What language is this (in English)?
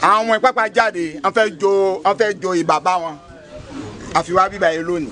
Yoruba